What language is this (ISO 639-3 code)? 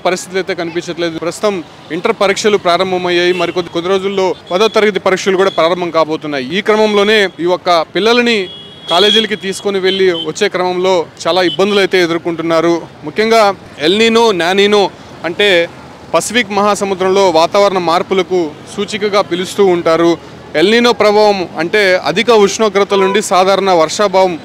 tel